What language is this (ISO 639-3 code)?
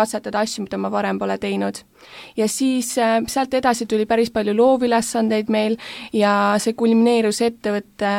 est